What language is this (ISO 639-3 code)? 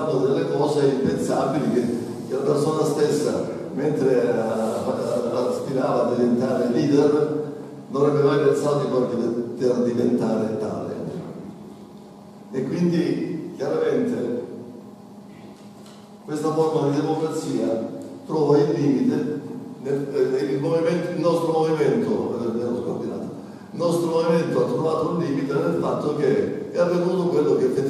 ita